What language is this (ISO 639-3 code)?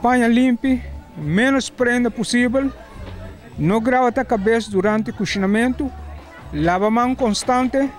pap